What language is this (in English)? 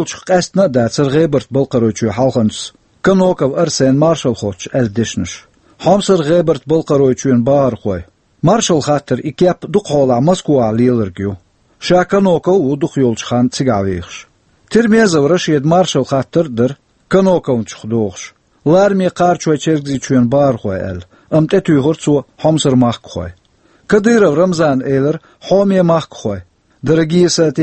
Chechen